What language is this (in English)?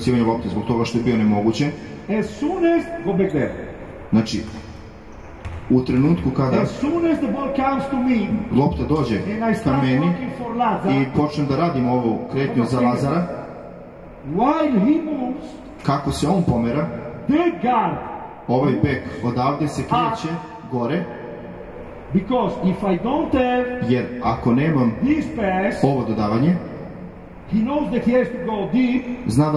Serbian